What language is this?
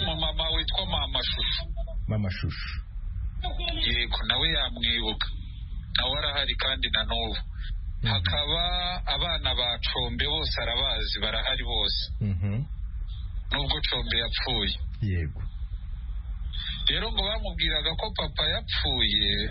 Kinyarwanda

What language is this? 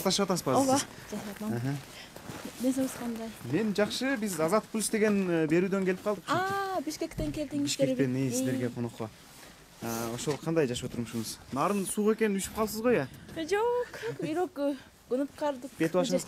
Kyrgyz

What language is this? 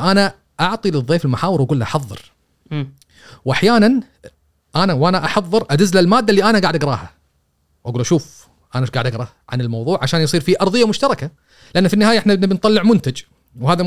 Gulf Arabic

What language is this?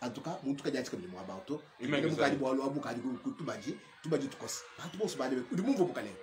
Luba-Lulua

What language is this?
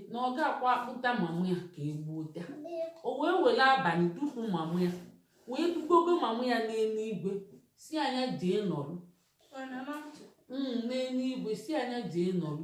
Igbo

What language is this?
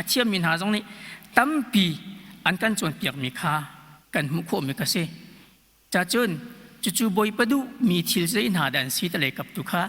Hakha Chin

